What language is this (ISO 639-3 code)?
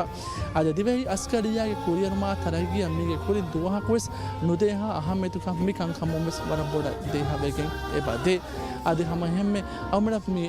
div